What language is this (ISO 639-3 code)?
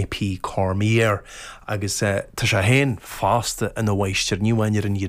gle